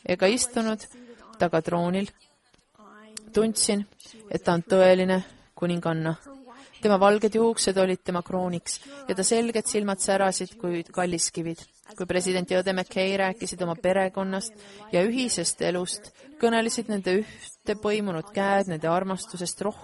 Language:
Estonian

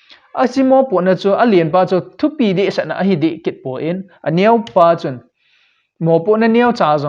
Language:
Thado Chin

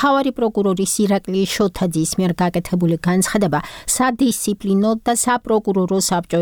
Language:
Georgian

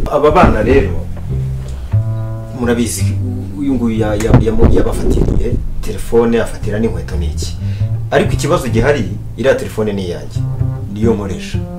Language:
Kinyarwanda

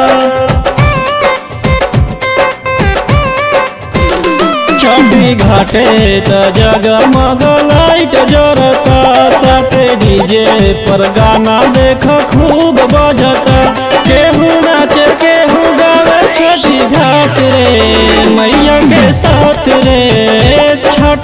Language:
Bhojpuri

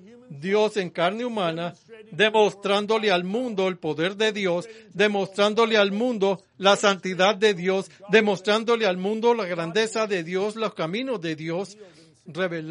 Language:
Spanish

